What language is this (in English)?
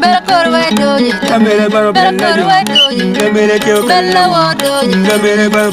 Acoli